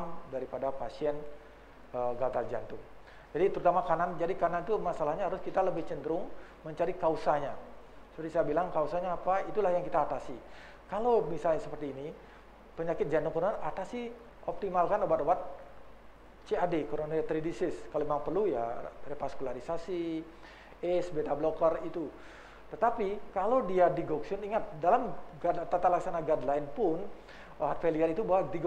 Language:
Indonesian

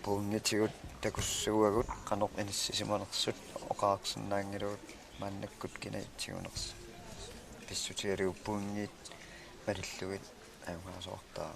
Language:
Kalaallisut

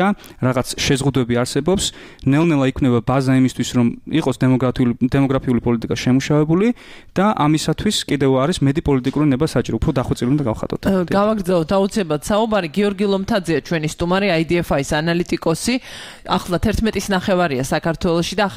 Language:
Georgian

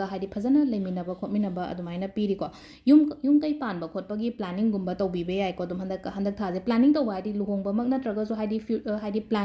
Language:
Manipuri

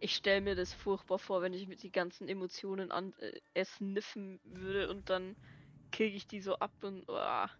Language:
Bavarian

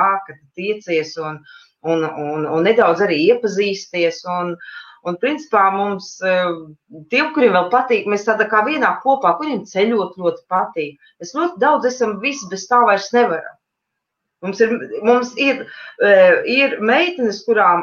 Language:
Latvian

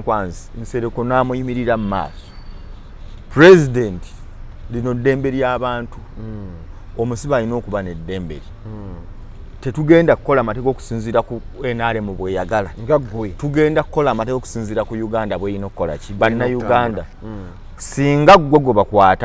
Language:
Ganda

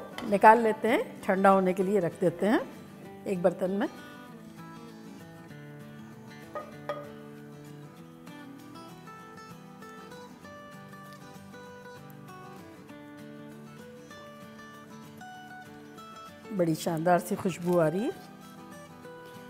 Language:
Hindi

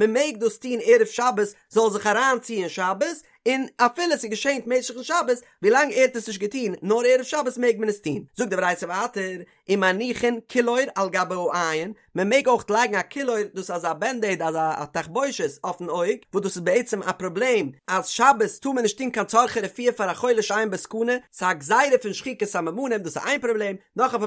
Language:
Yiddish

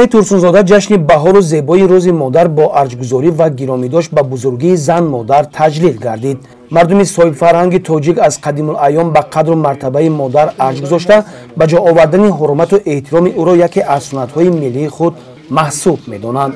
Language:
Tajik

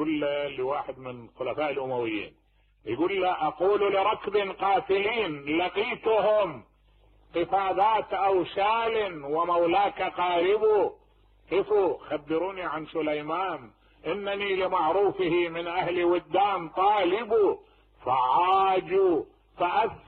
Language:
Mesopotamian Arabic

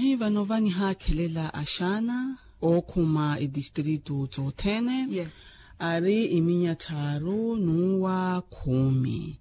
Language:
Makhuwa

